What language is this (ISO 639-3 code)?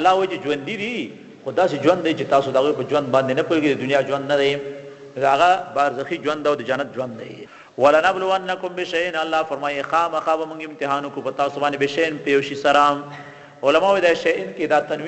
pus